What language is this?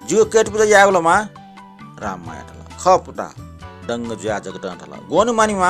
Newari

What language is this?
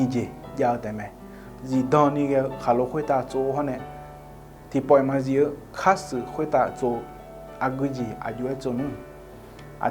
Akha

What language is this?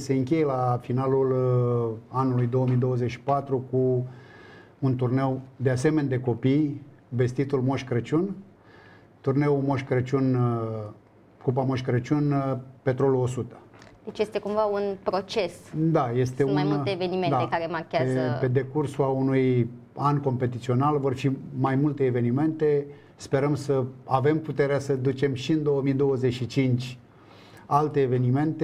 Romanian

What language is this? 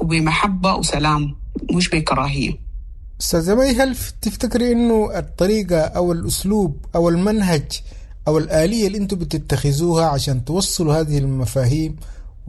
Sudanese Arabic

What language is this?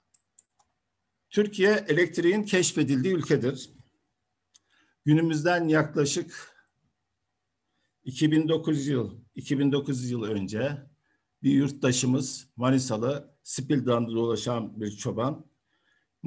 Turkish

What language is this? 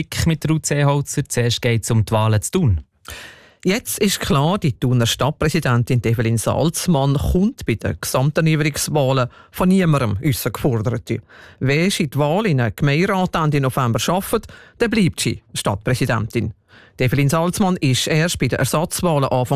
German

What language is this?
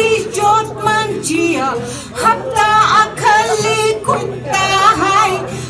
Tangkhul Naga (India)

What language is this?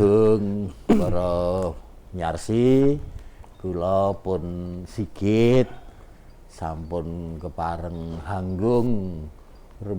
Javanese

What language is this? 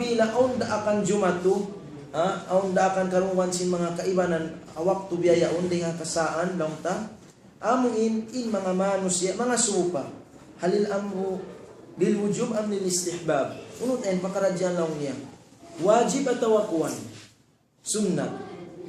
Tausug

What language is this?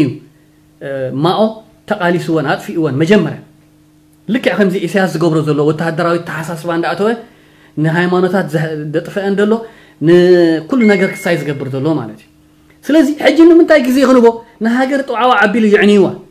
Tigrinya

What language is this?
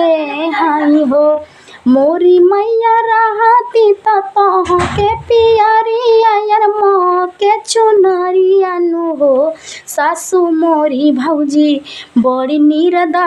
Bhojpuri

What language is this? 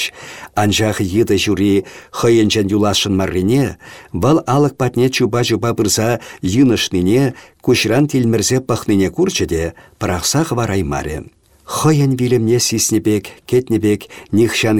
Chuvash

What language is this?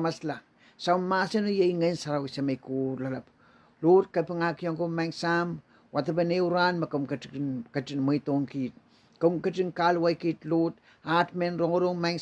Pohnpeian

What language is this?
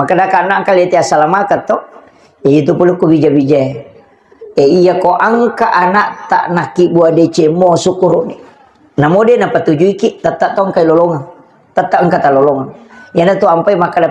Buginese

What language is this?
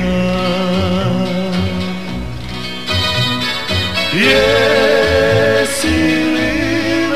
Croatian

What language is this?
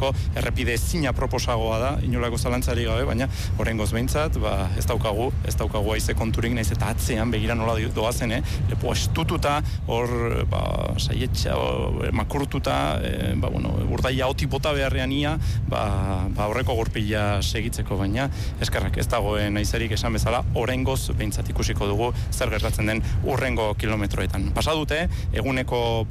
Basque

